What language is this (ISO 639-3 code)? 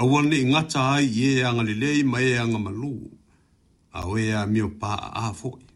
smo